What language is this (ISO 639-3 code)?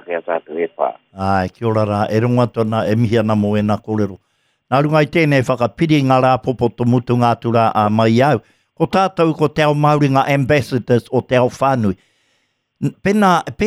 mri